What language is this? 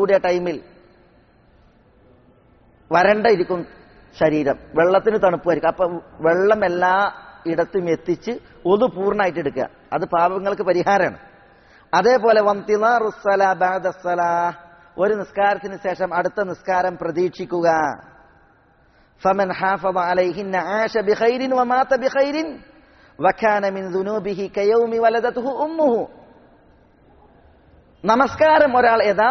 Malayalam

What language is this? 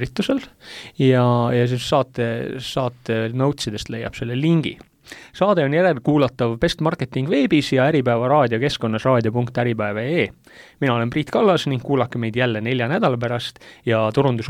Estonian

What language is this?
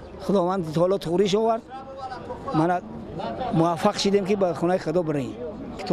Tajik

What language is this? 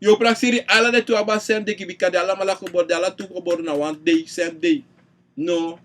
Sranan Tongo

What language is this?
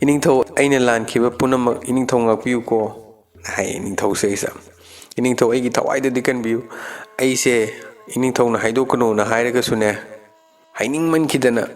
Manipuri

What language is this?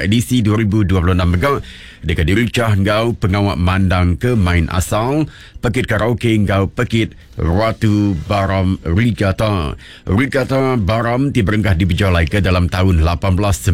Iban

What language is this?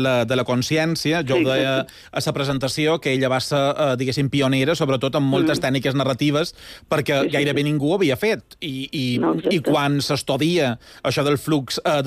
Catalan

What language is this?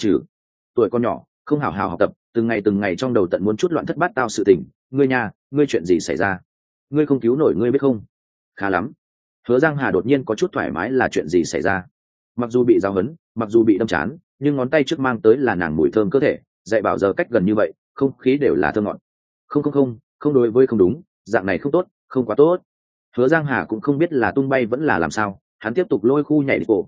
Vietnamese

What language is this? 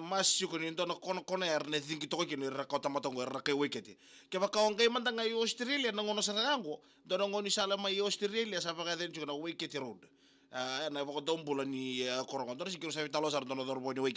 Fijian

